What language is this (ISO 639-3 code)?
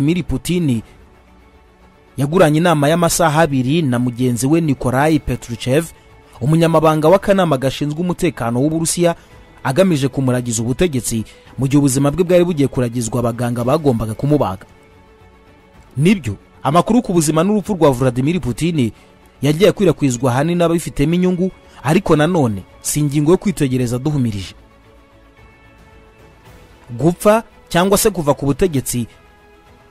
kin